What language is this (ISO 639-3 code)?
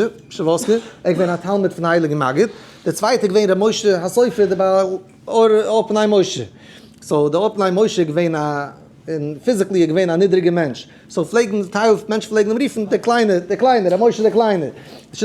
yid